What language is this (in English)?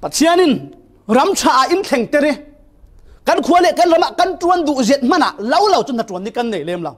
Falam Chin